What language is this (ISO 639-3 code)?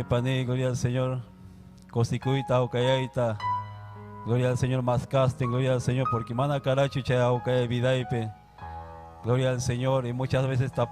quy